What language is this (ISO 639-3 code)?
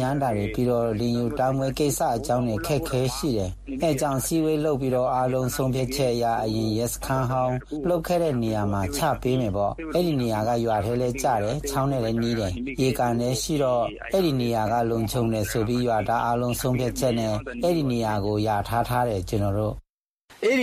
mya